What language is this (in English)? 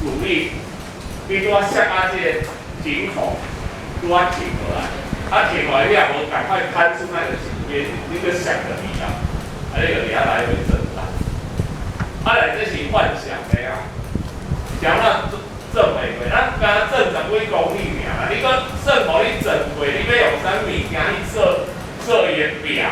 Min Nan Chinese